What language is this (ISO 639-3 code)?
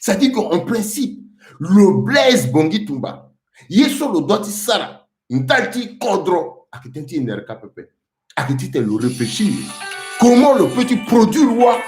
sag